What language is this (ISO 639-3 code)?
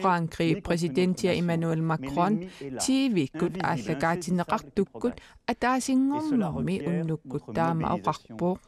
kal